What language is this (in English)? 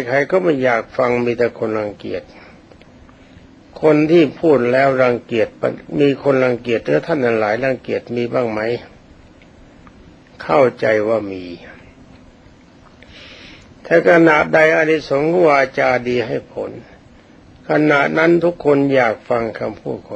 Thai